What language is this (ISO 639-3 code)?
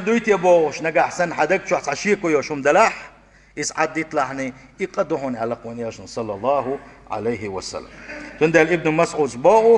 che